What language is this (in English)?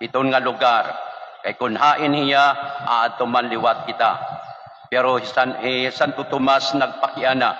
Waray